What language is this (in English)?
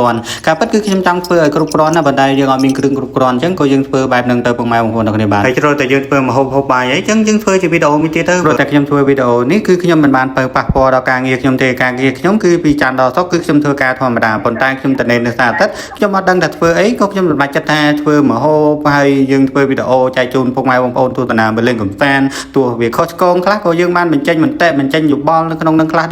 Khmer